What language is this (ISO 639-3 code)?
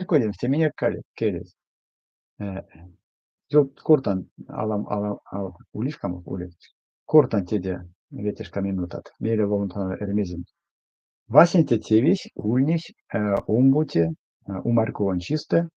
myv